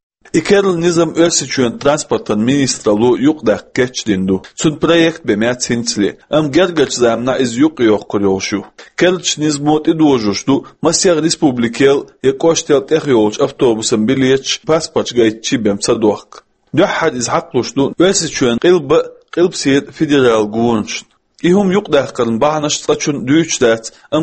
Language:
Chechen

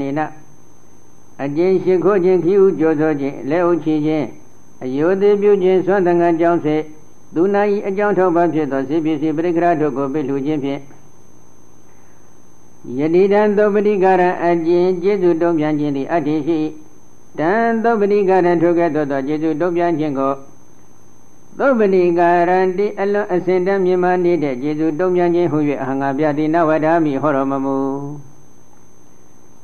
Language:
Burmese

